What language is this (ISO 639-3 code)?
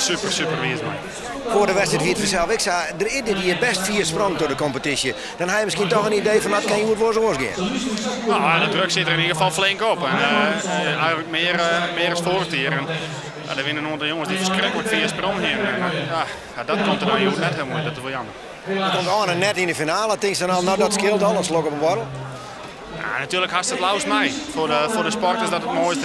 fry